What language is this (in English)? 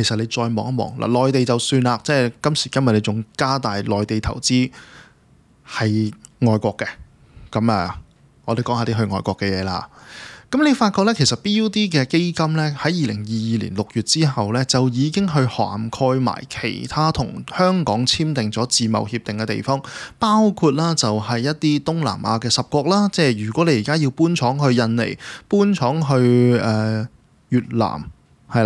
Cantonese